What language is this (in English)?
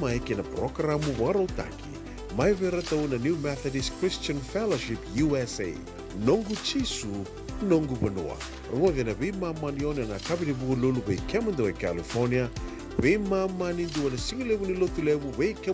Fijian